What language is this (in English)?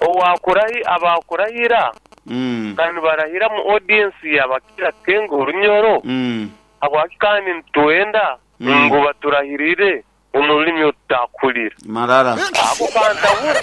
Nyankole